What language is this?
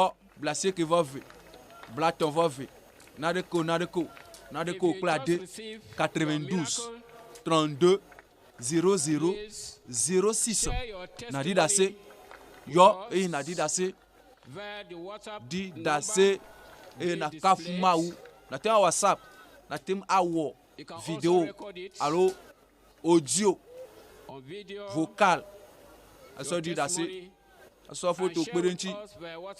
Ewe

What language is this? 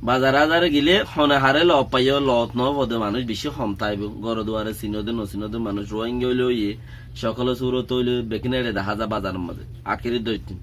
Rohingya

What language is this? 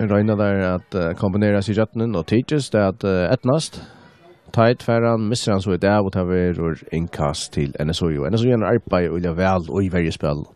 Faroese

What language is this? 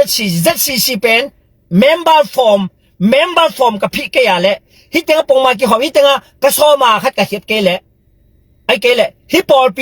Tedim Chin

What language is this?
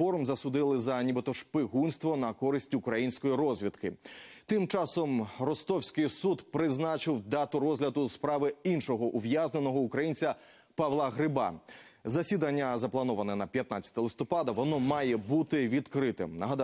Ukrainian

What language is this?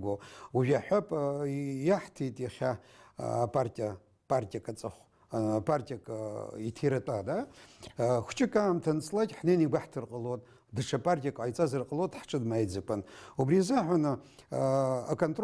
Abkhazian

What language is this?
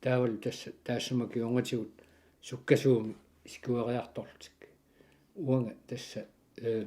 Kalaallisut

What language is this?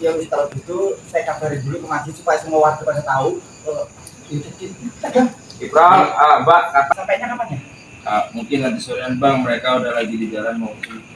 Betawi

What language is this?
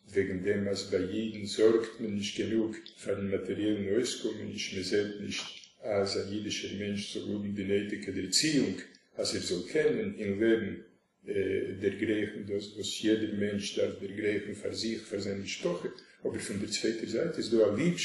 Yiddish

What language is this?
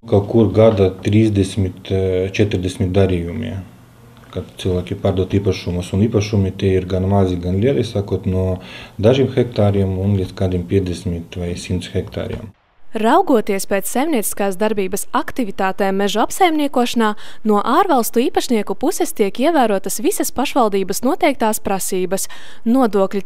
Latvian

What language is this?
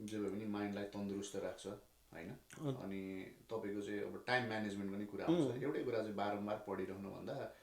Nepali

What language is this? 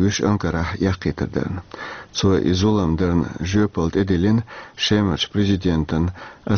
Chechen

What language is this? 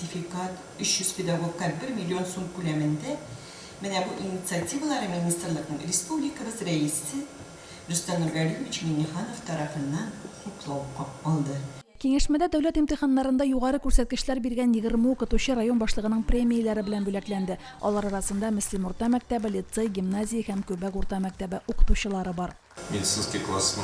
Tatar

